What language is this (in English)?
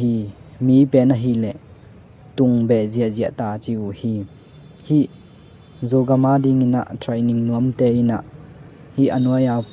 Tedim Chin